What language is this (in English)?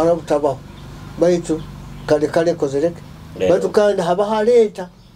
Nyoro